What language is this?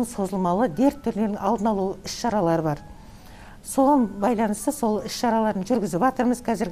Kazakh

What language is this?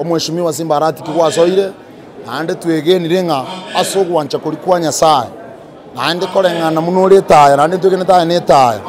Gusii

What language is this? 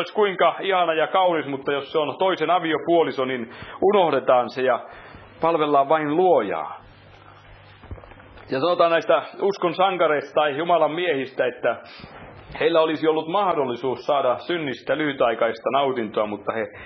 Finnish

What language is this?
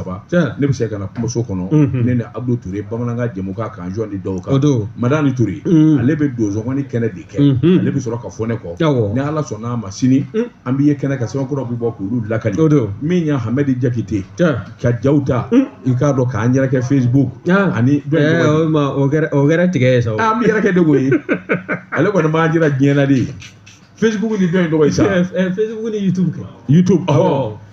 Bambara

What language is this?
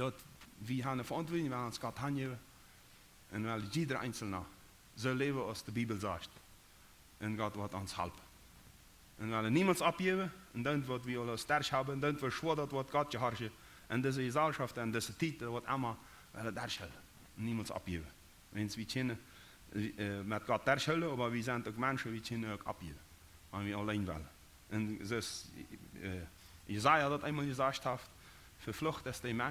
Plautdietsch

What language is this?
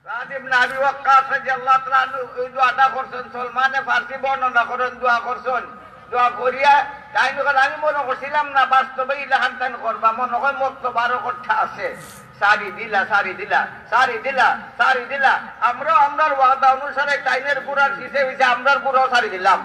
Sylheti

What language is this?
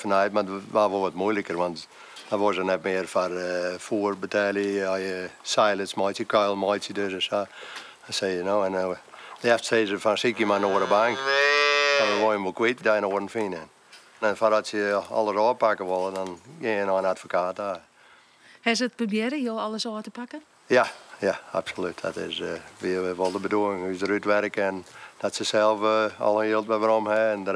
Western Frisian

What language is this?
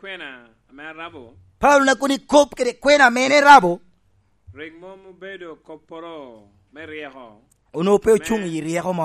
Lango (Uganda)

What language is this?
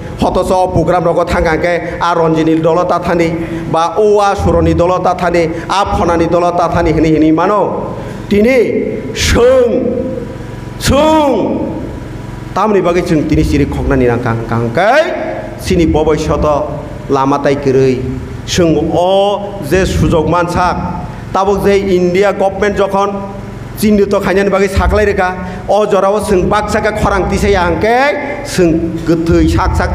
Kok Borok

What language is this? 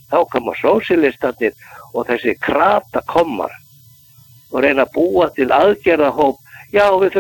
Icelandic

